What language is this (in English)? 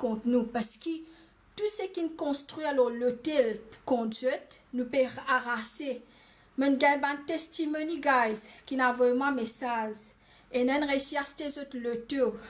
Morisyen